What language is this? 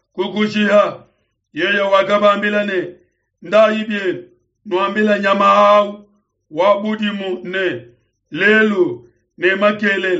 Luba-Lulua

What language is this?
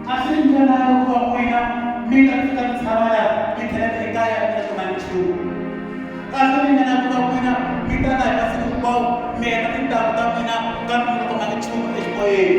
Tsonga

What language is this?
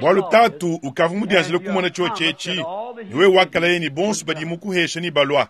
Luba-Lulua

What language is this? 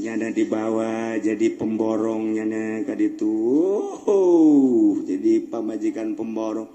Sundanese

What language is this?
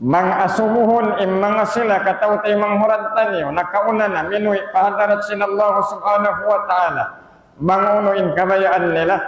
Tausug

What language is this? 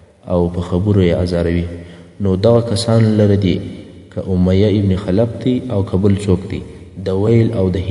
Pashto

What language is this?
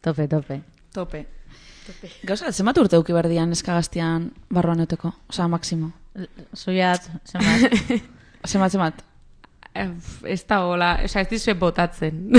Basque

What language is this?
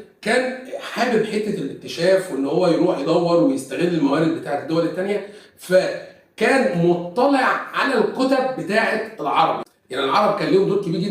Egyptian Arabic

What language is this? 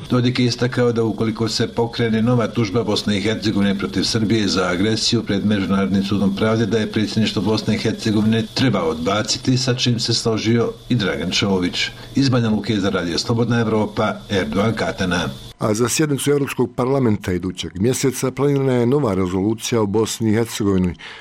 Bosnian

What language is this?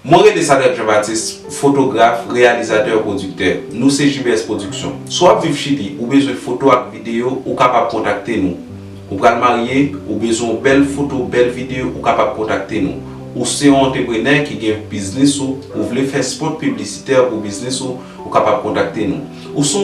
Haitian Creole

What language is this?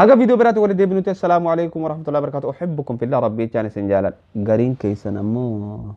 Oromo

